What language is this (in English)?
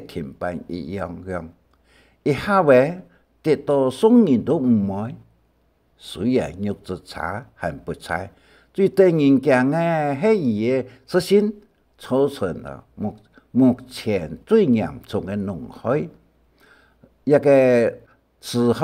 Hakka Chinese